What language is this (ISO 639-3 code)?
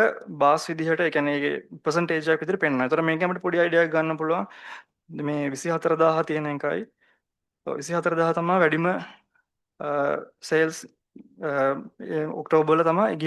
sin